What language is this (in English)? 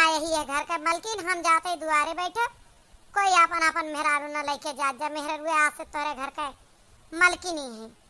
Awadhi